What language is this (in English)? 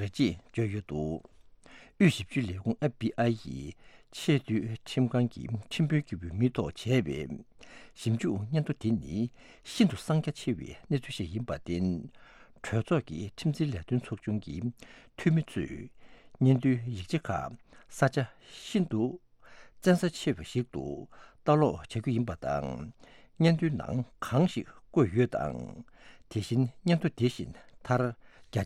Tibetan